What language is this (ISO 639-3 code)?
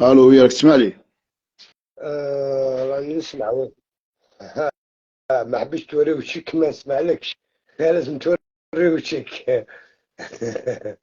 arq